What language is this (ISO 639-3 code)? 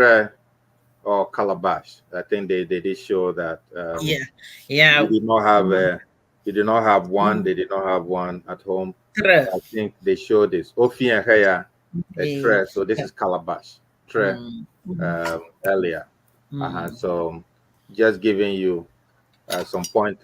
ewe